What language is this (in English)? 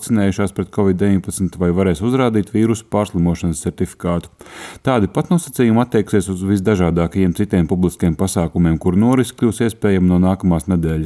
Latvian